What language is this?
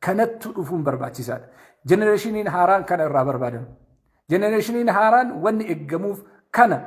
Oromo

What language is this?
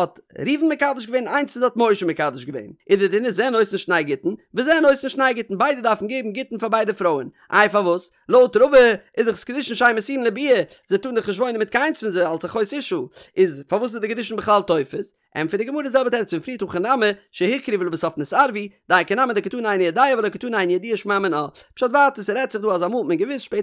Yiddish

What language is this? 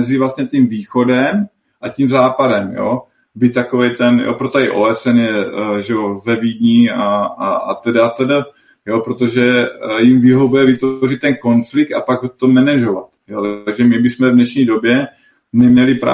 Czech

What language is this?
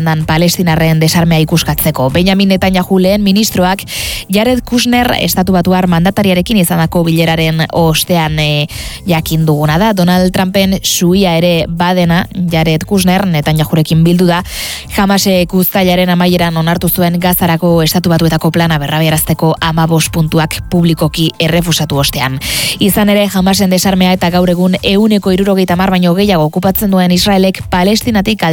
Basque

